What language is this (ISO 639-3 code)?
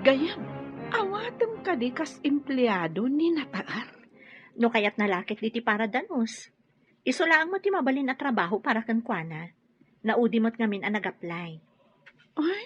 ilo